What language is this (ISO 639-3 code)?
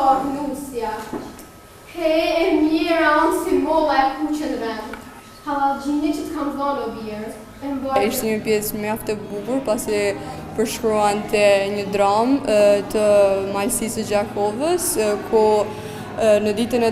sqi